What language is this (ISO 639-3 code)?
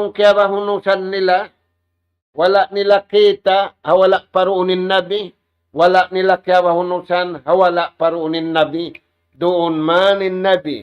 tsg